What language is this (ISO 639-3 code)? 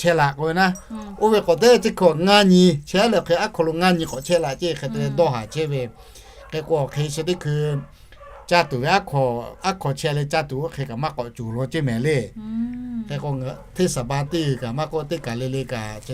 lhu